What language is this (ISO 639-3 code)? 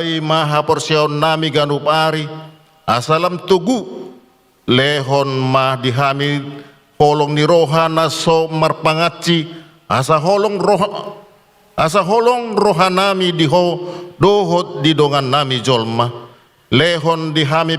bbc